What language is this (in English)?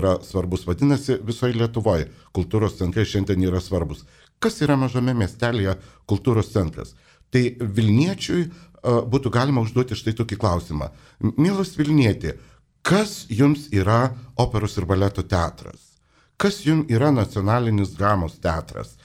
Lithuanian